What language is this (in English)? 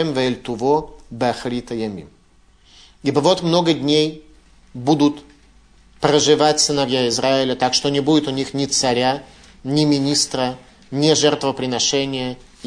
Russian